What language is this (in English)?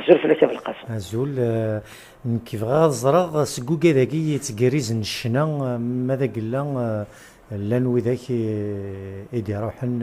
Kabyle